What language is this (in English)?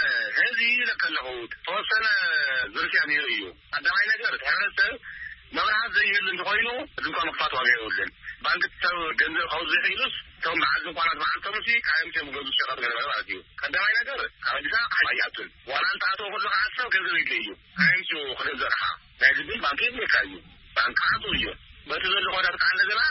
Tigrinya